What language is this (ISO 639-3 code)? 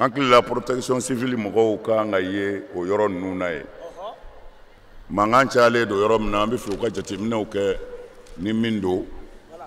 bam